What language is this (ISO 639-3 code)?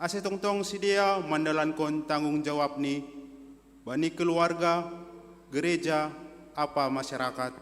bts